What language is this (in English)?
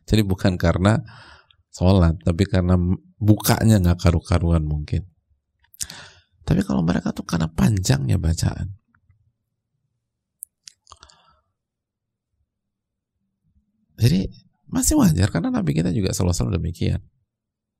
Indonesian